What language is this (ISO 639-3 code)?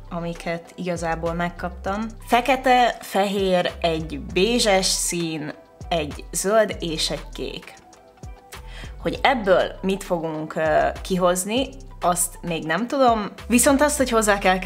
hun